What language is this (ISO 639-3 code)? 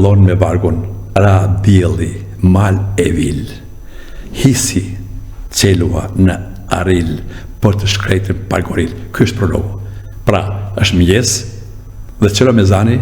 sqi